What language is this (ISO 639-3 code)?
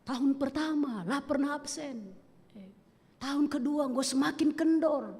btx